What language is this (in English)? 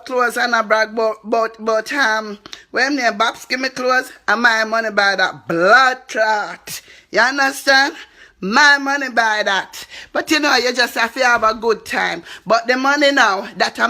Jamaican Creole English